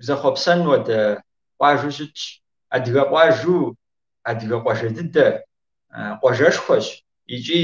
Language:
Kabardian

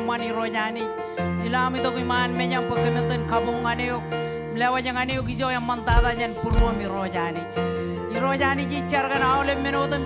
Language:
Marshallese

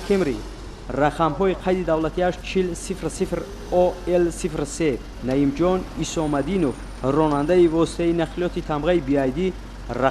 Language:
Tajik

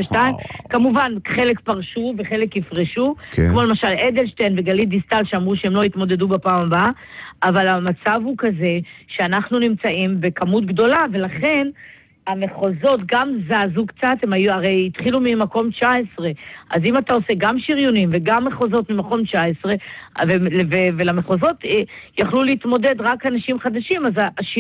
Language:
Hebrew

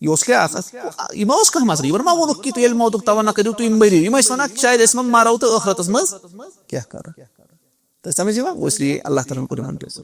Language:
Kashmiri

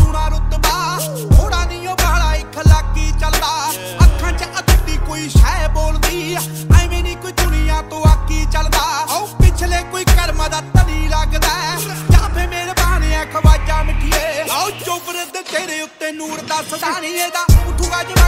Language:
Punjabi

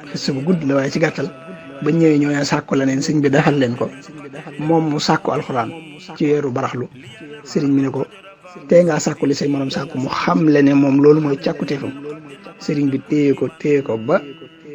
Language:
Wolof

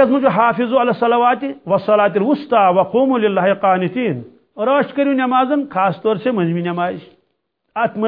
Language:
Kashmiri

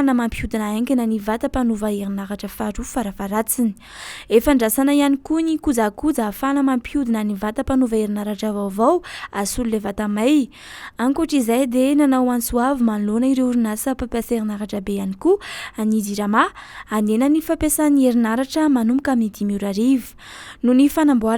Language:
Malagasy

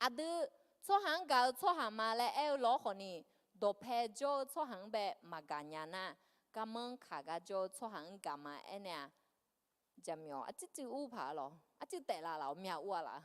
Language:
Akha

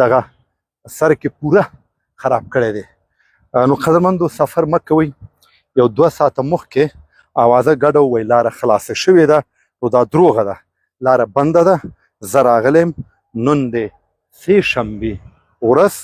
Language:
Pashto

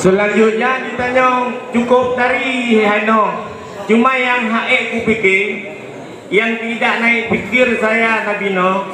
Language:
Achinese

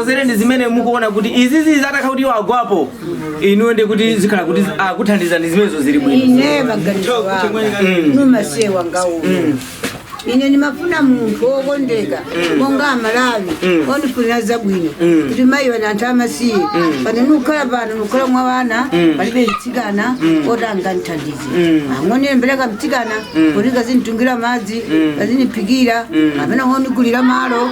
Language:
Nyanja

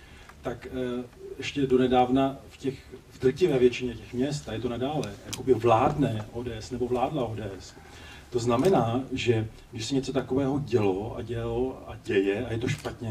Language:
Czech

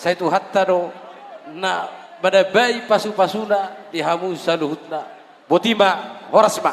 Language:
Batak Toba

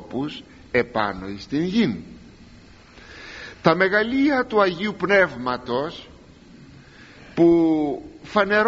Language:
Greek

